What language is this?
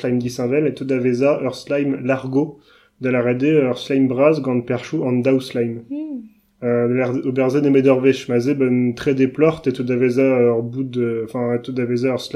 Breton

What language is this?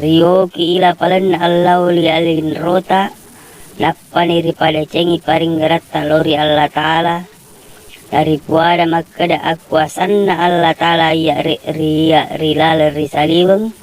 Buginese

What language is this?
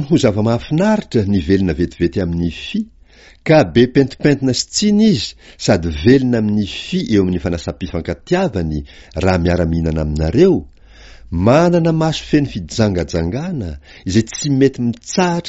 Malagasy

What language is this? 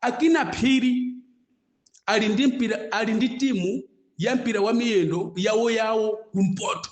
Nyanja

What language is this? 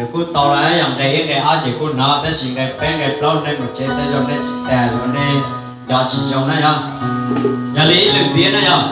Hmong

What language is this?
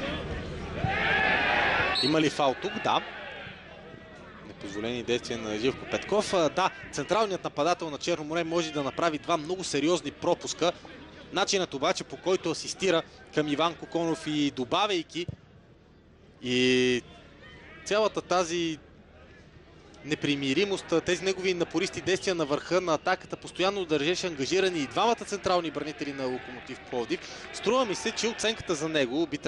Bulgarian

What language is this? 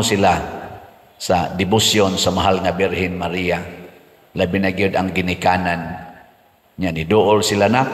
Cebuano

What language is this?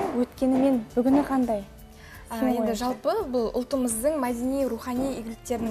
Kazakh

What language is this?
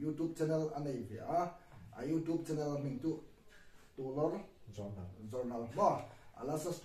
Hmar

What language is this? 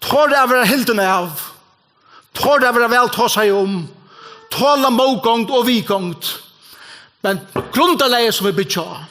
Faroese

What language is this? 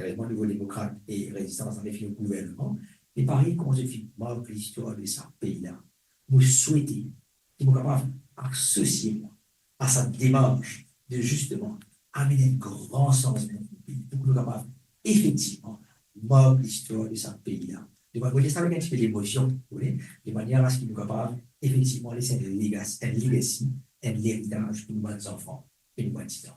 Morisyen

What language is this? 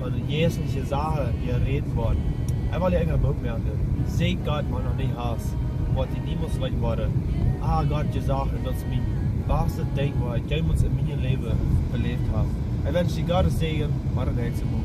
Plautdietsch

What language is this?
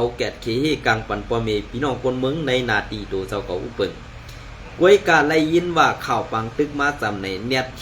Shan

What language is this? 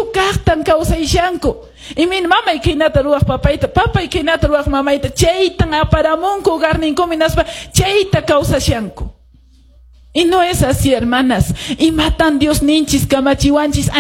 Quechua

